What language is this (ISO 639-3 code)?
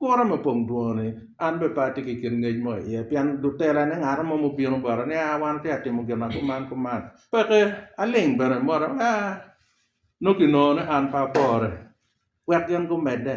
ach